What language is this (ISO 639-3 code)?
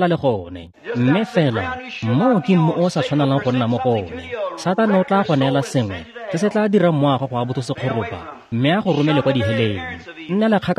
tsn